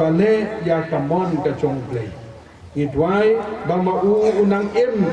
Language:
Khasi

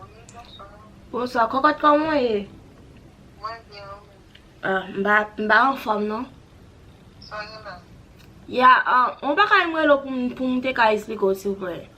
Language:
Haitian Creole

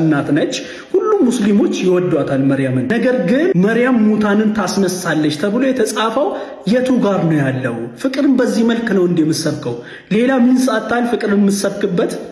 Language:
Amharic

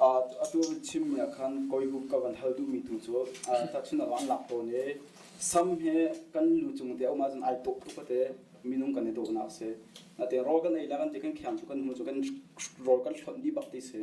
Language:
Hakha Chin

